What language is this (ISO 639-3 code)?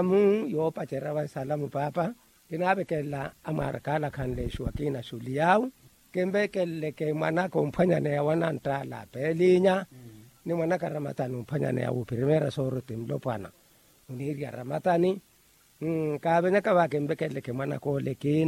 vmw